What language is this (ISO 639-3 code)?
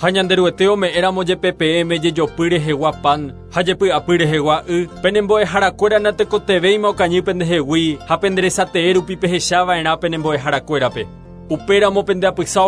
grn